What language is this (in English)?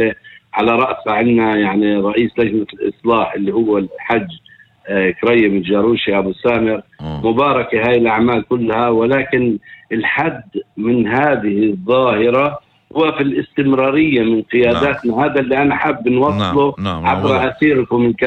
North Levantine Arabic